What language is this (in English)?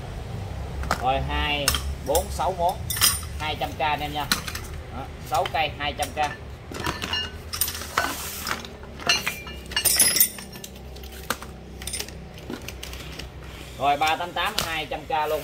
Vietnamese